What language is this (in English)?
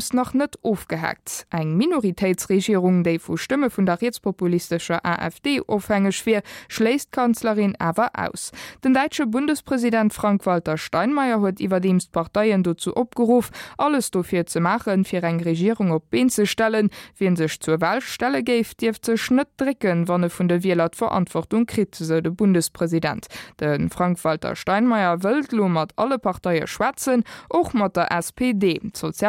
Luxembourgish